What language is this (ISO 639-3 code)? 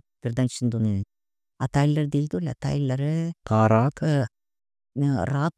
gag